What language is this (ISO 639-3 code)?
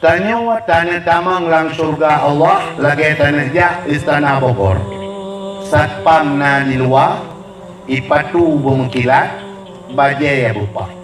ace